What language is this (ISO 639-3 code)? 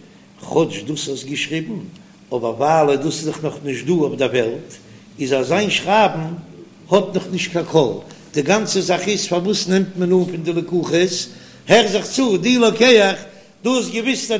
yid